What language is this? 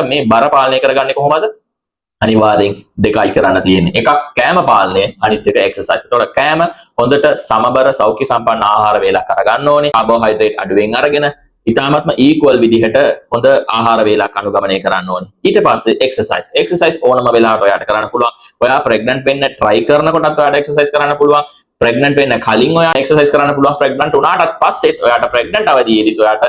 Sinhala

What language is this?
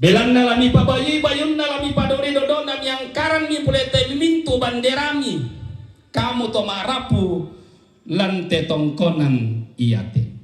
Toraja-Sa'dan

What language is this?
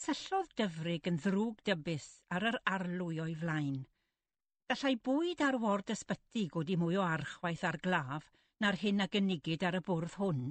Welsh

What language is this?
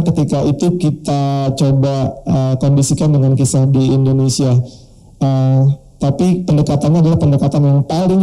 Indonesian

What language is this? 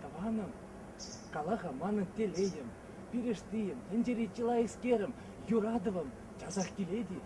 Chuvash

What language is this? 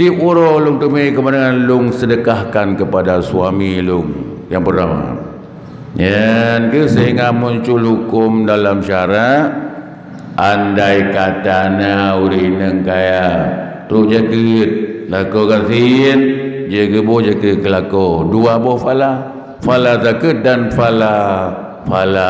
Achinese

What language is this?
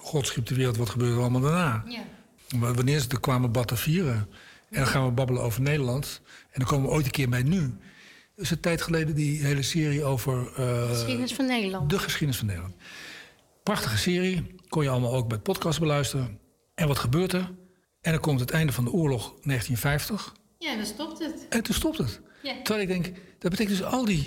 Dutch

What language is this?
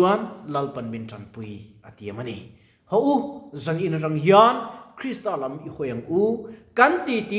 Mizo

